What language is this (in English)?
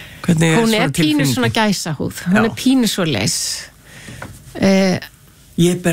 Icelandic